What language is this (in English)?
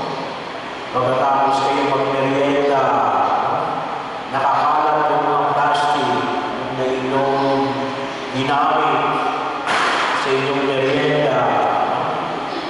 Filipino